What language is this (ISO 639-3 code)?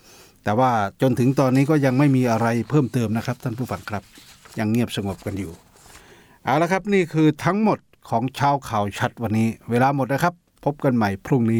tha